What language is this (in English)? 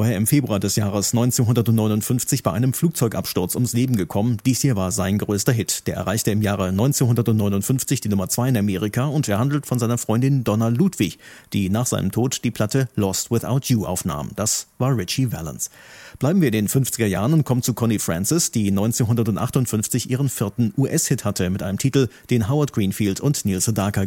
German